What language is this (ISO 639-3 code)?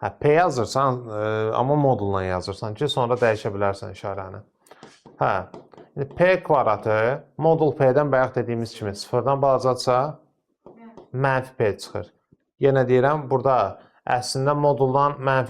aze